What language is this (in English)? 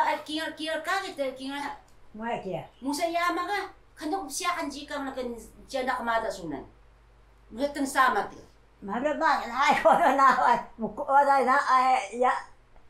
Taroko